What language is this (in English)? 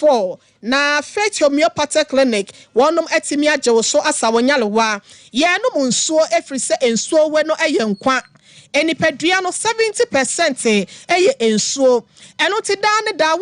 Akan